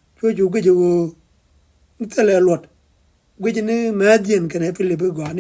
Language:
Nuer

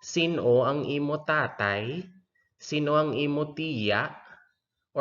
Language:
Hiligaynon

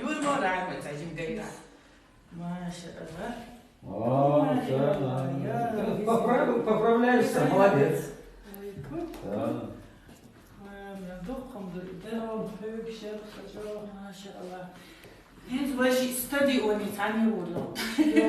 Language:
Chechen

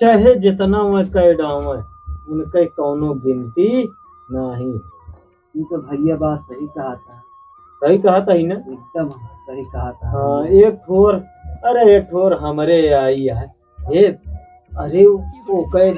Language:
Awadhi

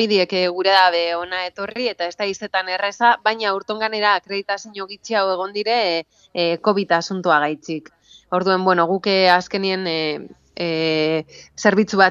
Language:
Basque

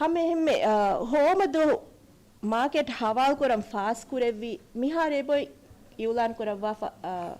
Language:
Divehi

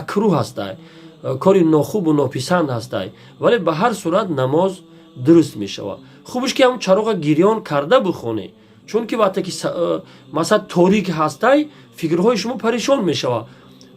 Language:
Tajik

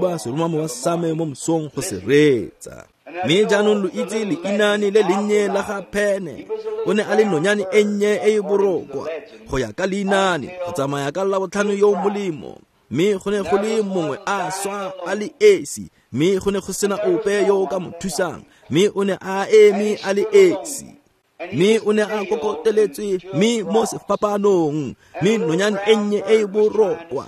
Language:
Tswana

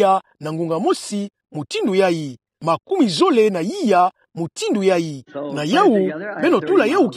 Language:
Kituba (Democratic Republic of Congo)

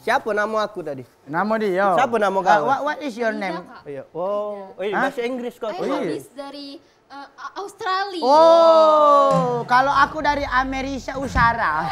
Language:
Musi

